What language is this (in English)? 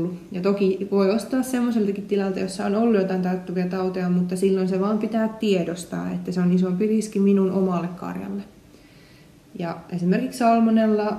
Finnish